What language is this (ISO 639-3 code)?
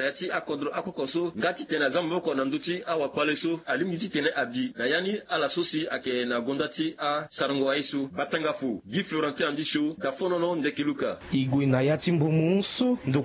sag